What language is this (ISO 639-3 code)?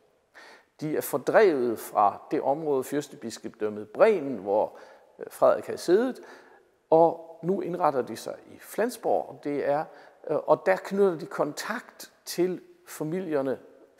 dan